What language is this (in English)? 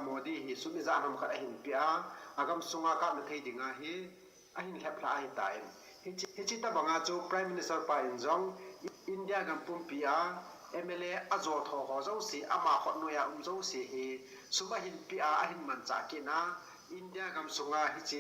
Thado Chin